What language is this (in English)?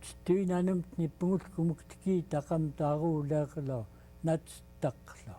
Central Yupik